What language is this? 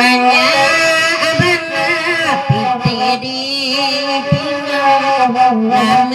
Minangkabau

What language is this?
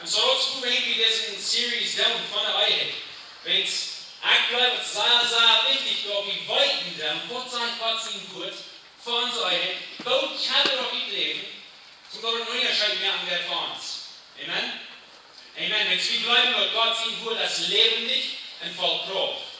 Plautdietsch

